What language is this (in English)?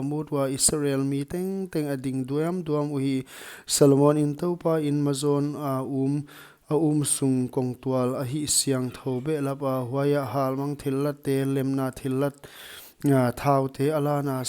Paite Chin